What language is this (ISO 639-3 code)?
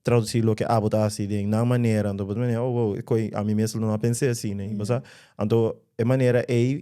pap